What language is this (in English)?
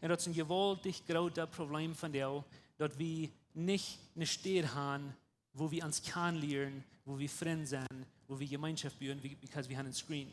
Plautdietsch